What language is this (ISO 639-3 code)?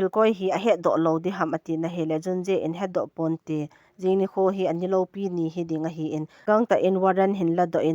tcz